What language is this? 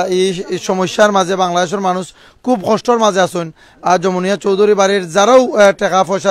Sylheti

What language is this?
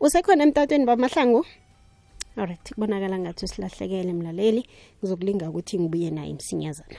South Ndebele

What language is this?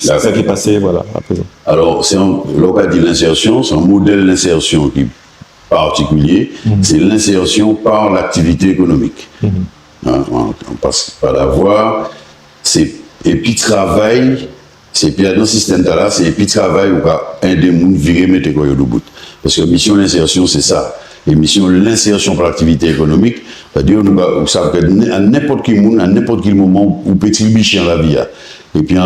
Guadeloupean Creole French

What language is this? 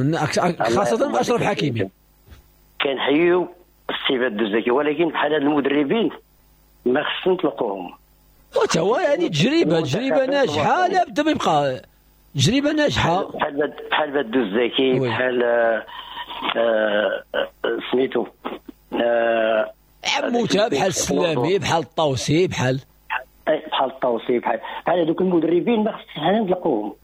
Moroccan Arabic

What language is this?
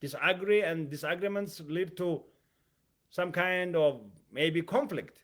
English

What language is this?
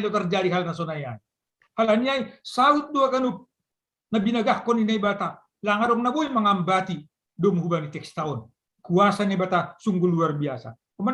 Batak Simalungun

